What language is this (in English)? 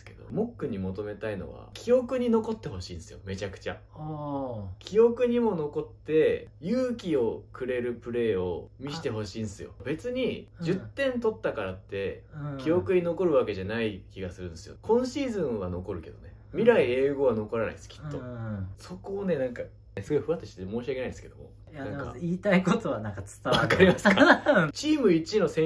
Japanese